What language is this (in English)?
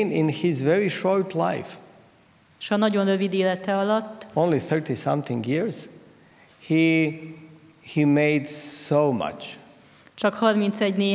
Hungarian